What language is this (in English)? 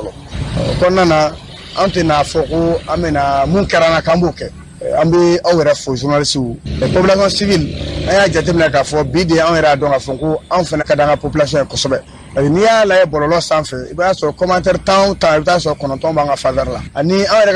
Bambara